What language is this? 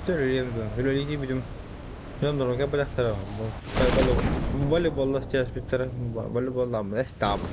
Yakut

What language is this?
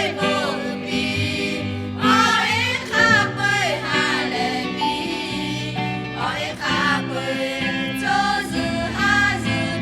Lahu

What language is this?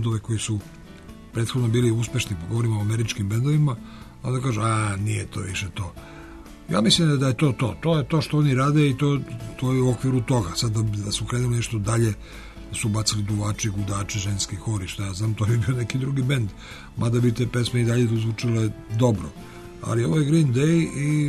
Serbian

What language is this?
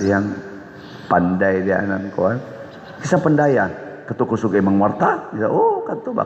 Cebuano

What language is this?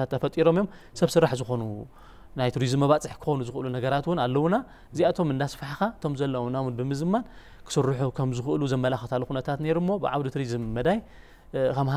Tigrinya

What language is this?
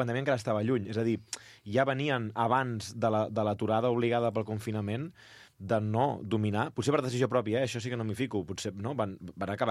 Catalan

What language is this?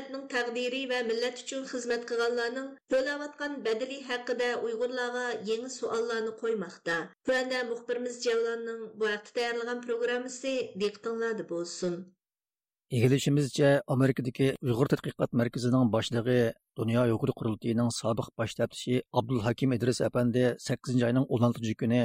Uyghur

